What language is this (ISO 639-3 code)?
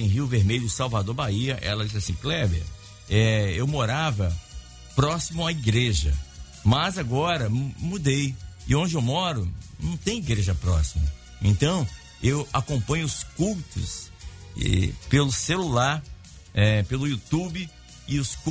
por